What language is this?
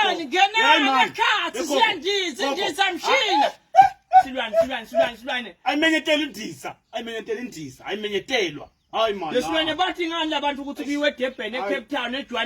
Swati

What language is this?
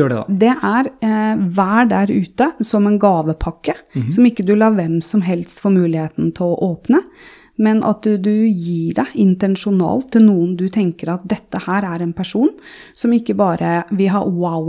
Norwegian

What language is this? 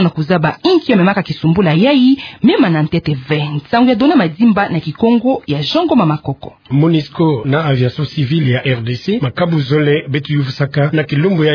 Kituba (Democratic Republic of Congo)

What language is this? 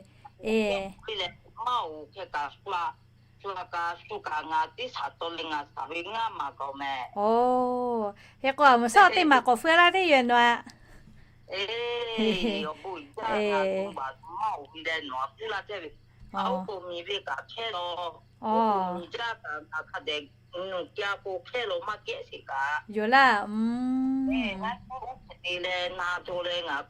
Lahu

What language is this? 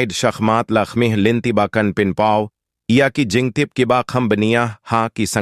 Khasi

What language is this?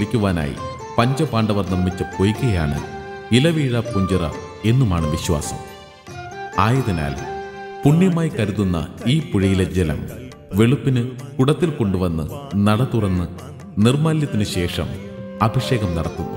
Malayalam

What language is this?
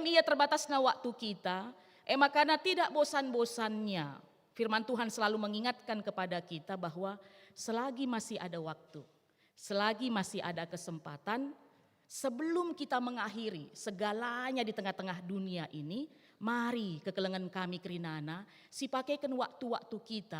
Batak Karo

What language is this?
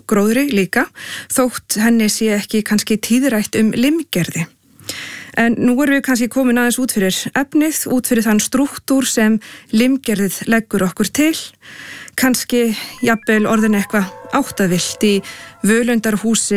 Icelandic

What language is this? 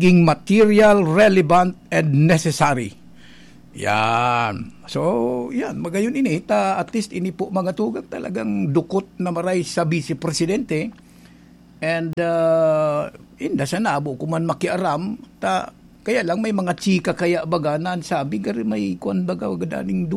Bikol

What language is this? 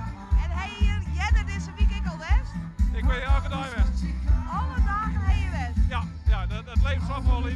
Western Frisian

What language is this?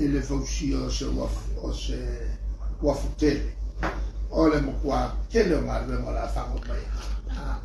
Samoan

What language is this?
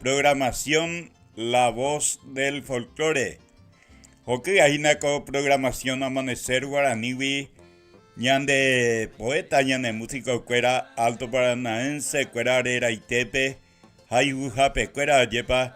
Guarani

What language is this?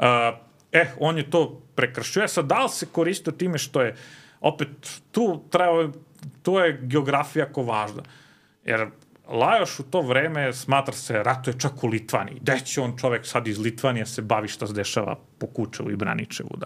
Serbian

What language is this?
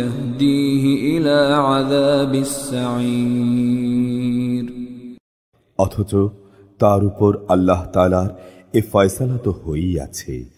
Bangla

